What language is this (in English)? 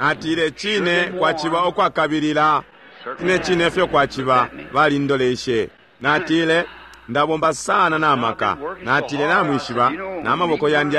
Bemba